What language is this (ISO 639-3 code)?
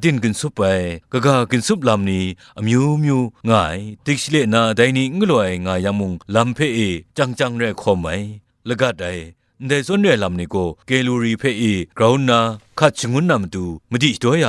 kac